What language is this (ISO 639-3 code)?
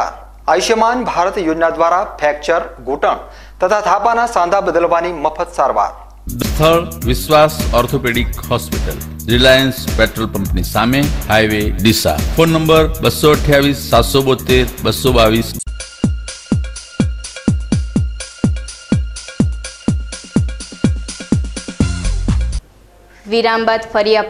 guj